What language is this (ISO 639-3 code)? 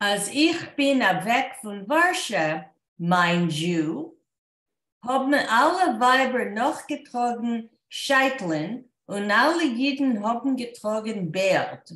yid